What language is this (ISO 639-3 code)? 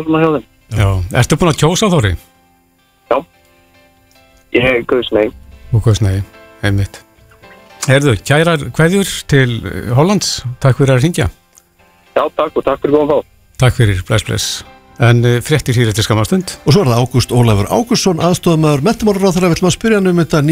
isl